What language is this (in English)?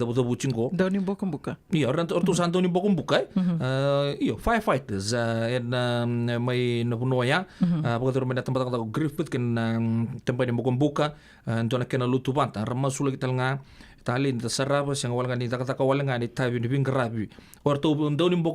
Fijian